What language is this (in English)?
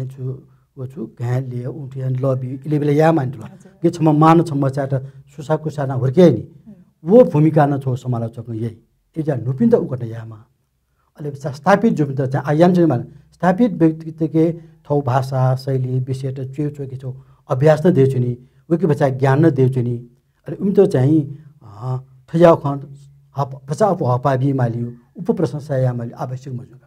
Newari